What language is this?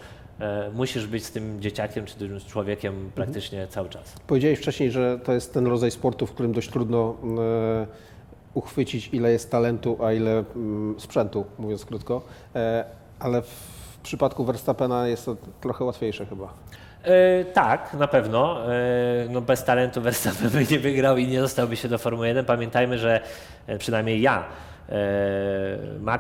Polish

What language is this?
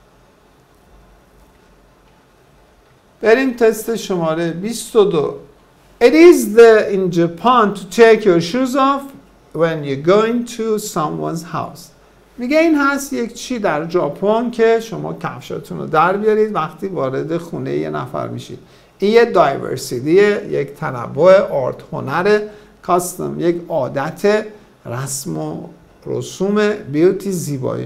Persian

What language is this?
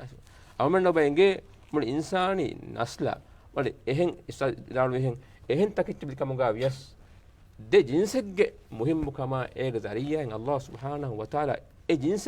Divehi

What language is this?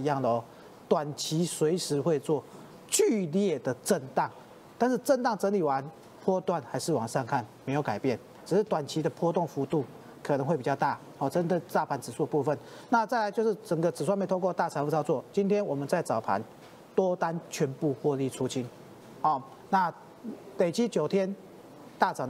Chinese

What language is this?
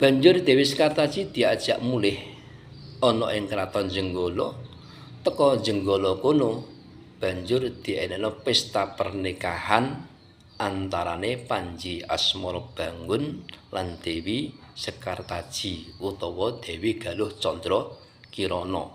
Javanese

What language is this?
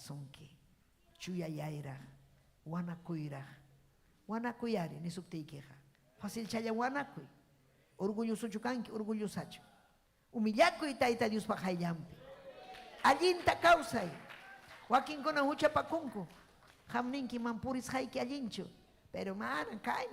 Ayacucho Quechua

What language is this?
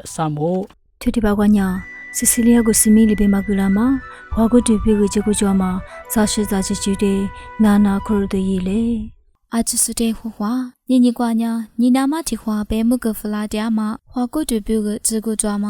Lisu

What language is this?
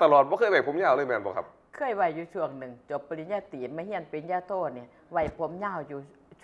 Northeastern Thai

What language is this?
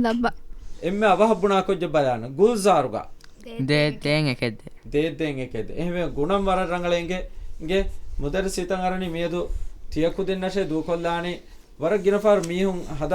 Divehi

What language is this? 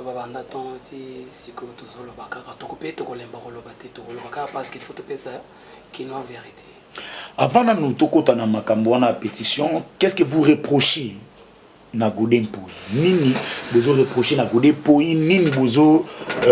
Lingala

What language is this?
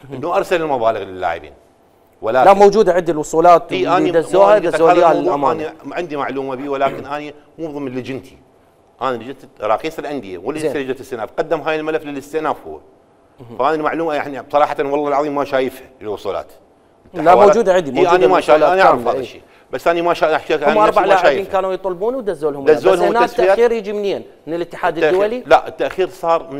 Mesopotamian Arabic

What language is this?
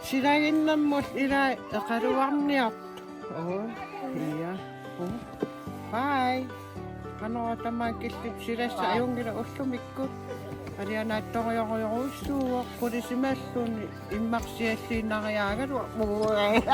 Kalaallisut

